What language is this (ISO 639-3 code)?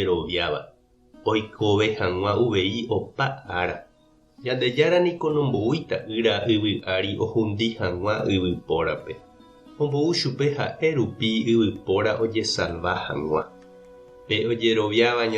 grn